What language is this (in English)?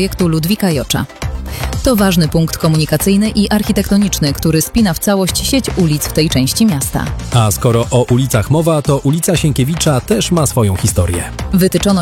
Polish